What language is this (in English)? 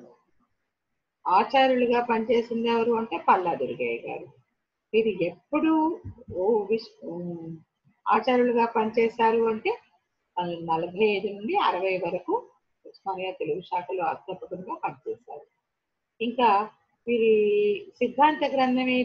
Telugu